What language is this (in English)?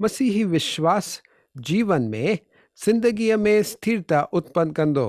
Sindhi